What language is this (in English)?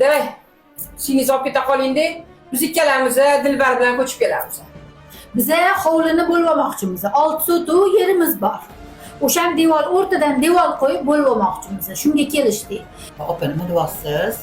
Uzbek